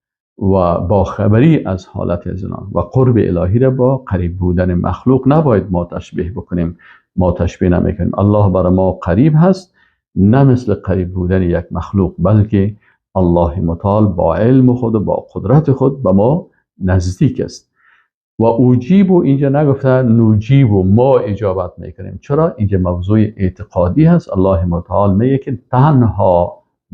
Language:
Persian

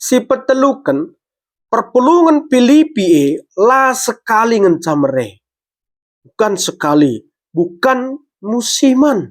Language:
Batak Karo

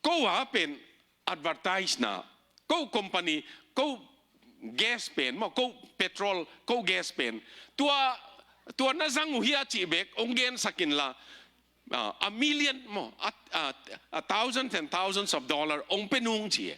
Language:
Tedim Chin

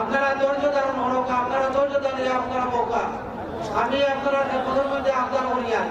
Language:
Sylheti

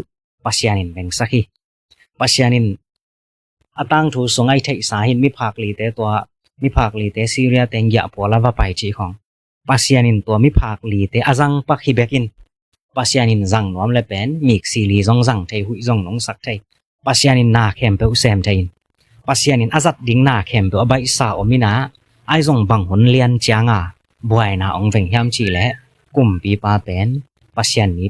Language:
Tedim Chin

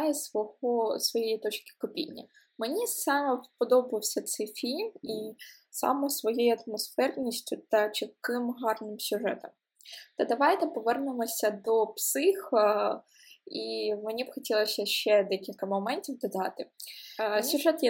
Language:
Ukrainian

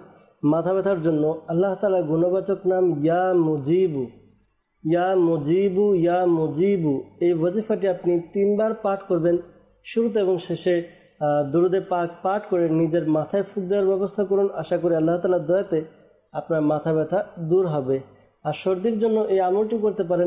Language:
Bangla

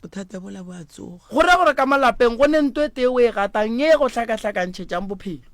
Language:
Northern Sotho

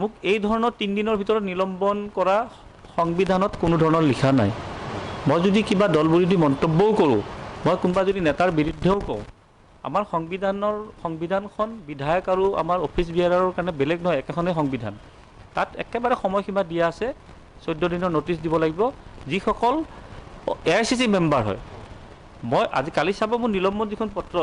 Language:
Assamese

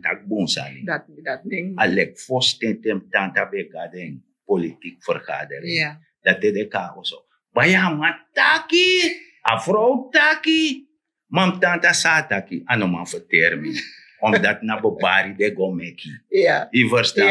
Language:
Sranan Tongo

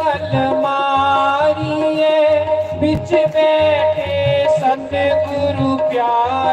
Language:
Dogri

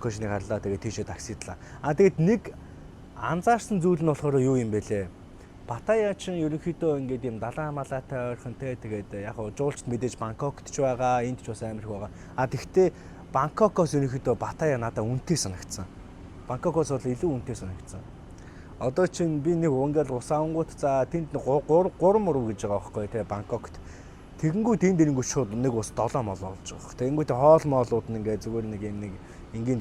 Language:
Mongolian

